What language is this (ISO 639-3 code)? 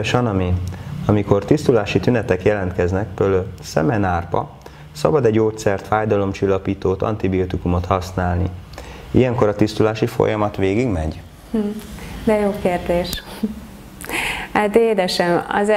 hun